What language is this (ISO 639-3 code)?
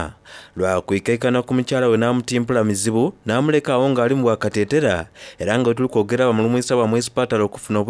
xog